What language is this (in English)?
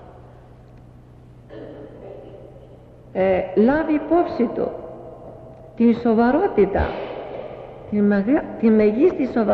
Greek